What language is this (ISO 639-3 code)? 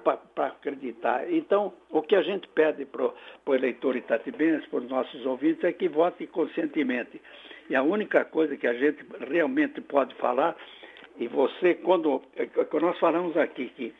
por